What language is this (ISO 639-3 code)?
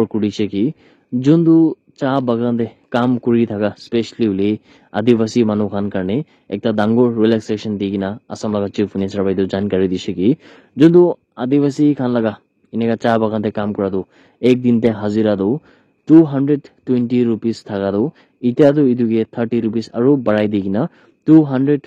nag